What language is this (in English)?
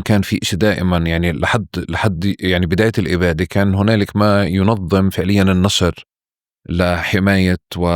North Levantine Arabic